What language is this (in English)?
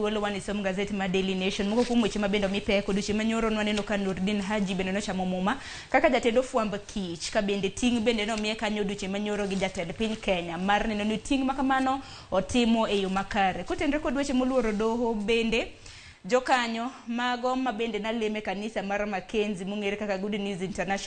Luo (Kenya and Tanzania)